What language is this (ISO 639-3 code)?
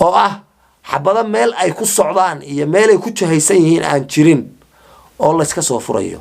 som